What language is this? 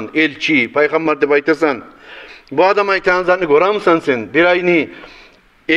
Kumyk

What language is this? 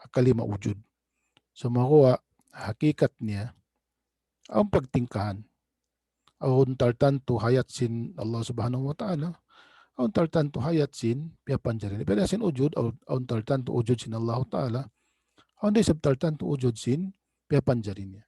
Tausug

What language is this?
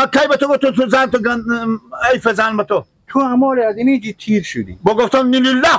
Persian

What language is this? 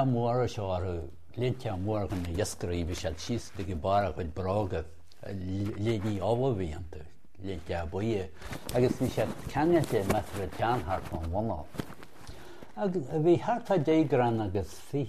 Irish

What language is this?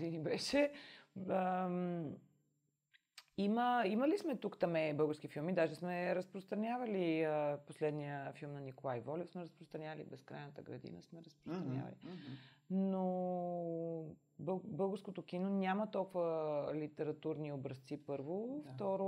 Bulgarian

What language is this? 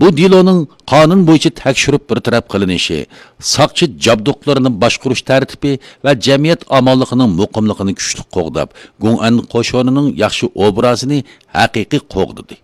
Uyghur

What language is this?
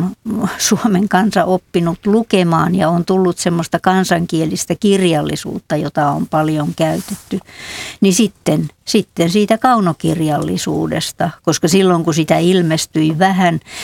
Finnish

